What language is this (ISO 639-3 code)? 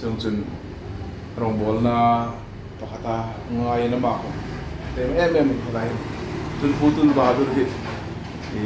hmr